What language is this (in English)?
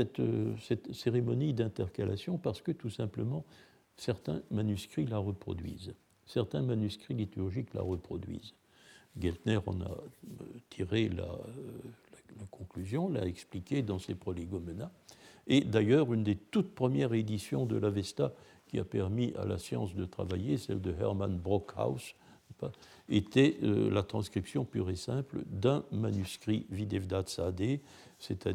French